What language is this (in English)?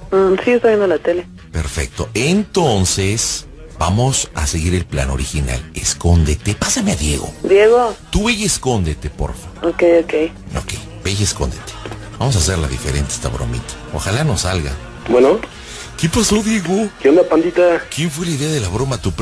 Spanish